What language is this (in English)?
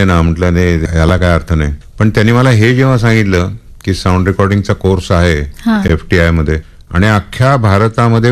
Marathi